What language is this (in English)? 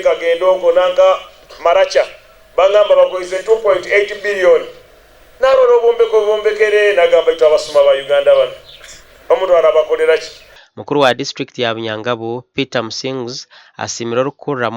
Nyankole